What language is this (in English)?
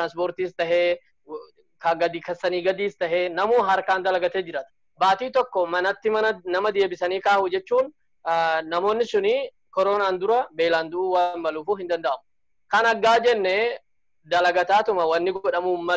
Oromo